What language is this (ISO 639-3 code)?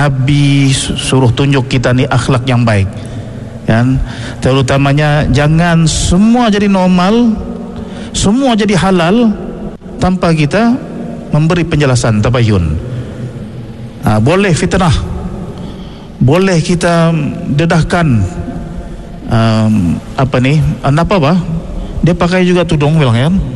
msa